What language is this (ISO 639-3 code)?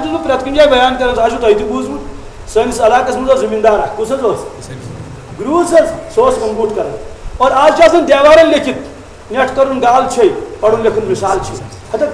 kas